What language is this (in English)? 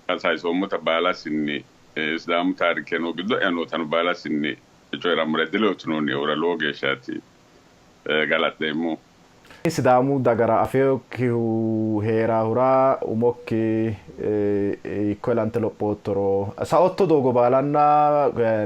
Sidamo